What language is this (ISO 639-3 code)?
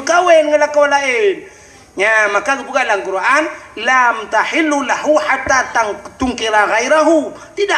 ace